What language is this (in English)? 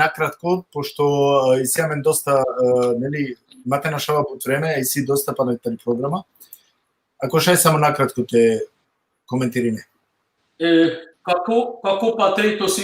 Balkan Romani